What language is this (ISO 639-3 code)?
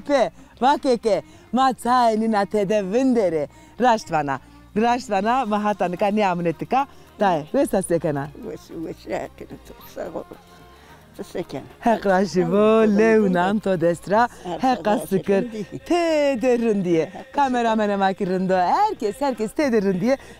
zza